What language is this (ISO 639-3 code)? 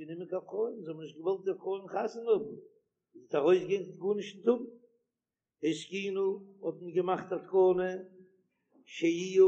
yid